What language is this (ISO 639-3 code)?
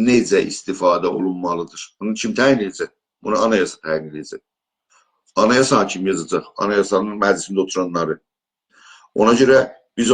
azb